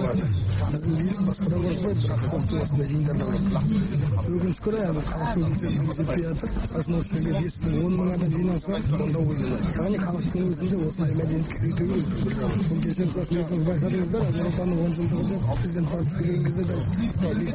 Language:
Kazakh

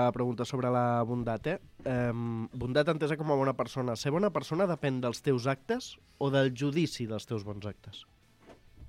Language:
Catalan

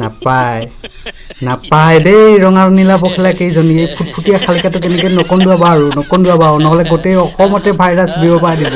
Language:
Assamese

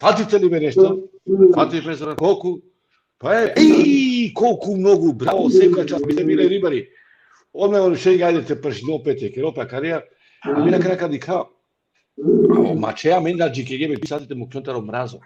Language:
Balkan Romani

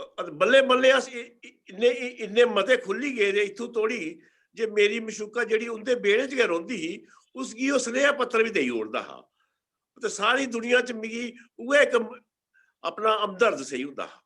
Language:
Dogri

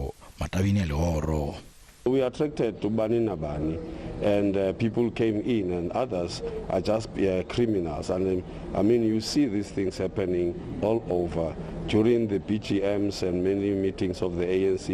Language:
Venda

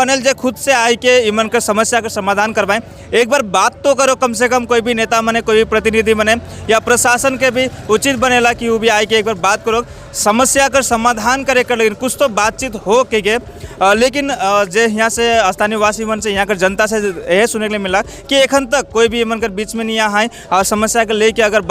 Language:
Sadri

